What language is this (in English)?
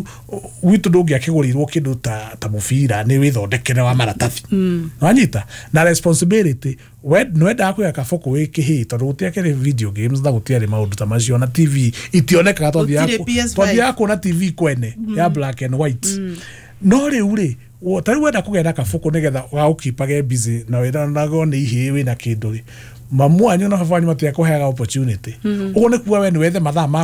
Kikuyu